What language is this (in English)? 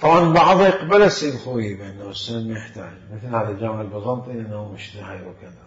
Mesopotamian Arabic